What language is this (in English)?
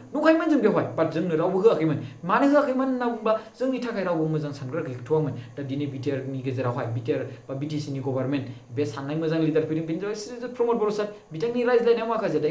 Bodo